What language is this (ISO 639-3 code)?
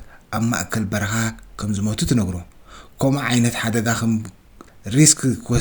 tir